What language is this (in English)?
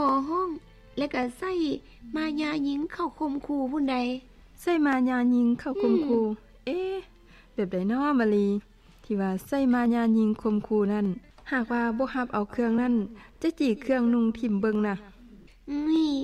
Lao